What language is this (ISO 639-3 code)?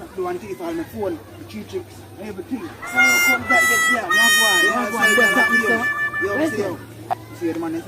jam